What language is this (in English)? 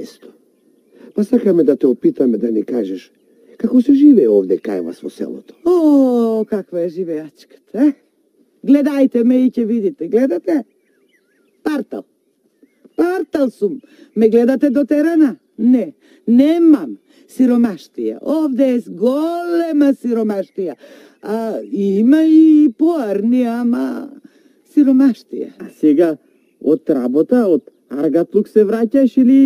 Macedonian